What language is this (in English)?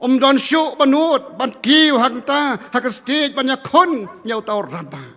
Khasi